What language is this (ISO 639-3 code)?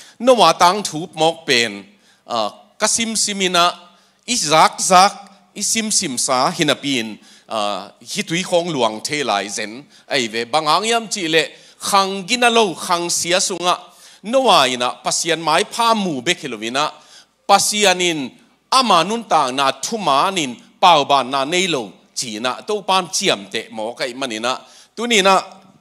ctd